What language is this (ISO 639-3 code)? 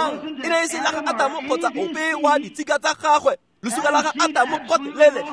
tsn